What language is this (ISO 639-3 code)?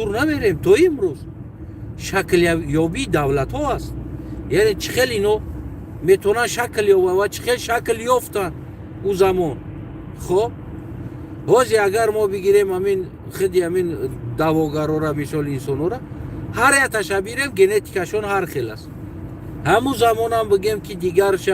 tgk